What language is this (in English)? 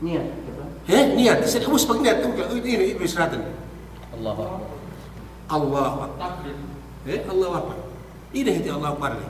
Yakan